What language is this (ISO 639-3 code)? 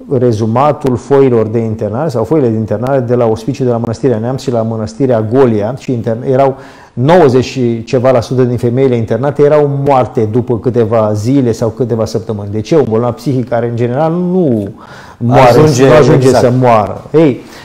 ron